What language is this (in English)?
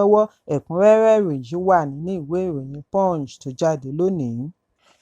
Yoruba